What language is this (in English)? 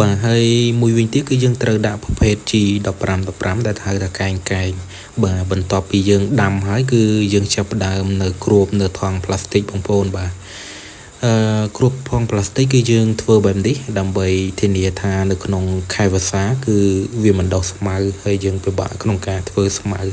Khmer